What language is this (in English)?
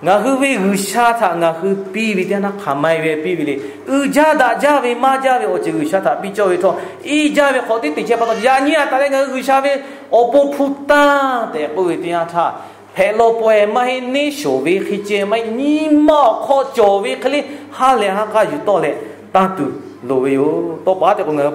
Lahu